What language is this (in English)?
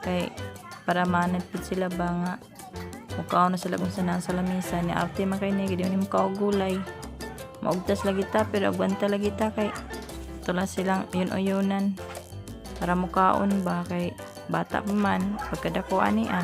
Cebuano